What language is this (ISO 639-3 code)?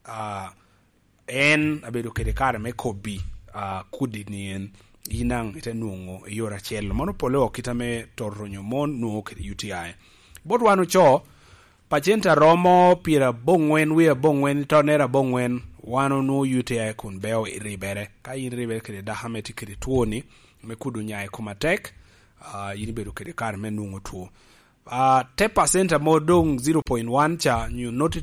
laj